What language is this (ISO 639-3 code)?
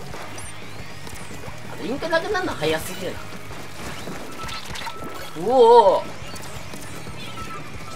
jpn